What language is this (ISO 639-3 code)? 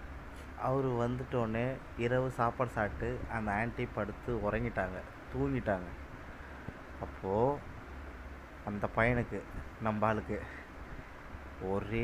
tam